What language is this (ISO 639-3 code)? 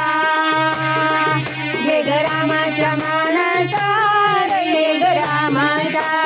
mar